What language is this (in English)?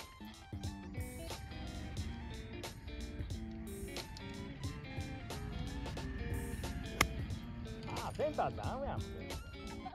Japanese